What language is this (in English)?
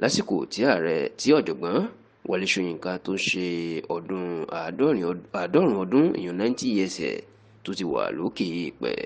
Yoruba